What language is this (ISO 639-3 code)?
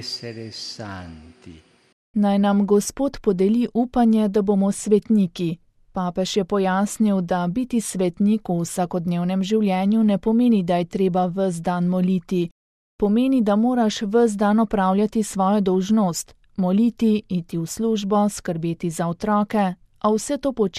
slv